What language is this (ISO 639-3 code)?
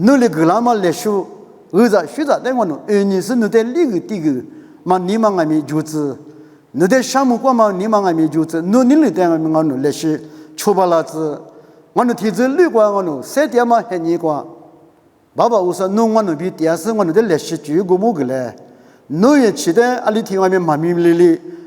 lis